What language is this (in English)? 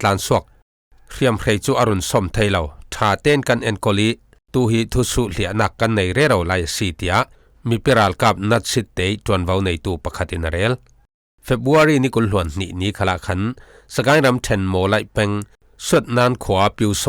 Falam Chin